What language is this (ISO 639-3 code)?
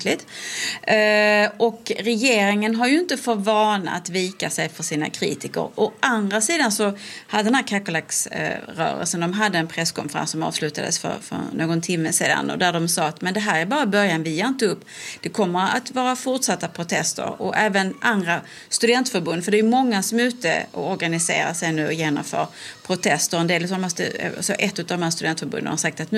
swe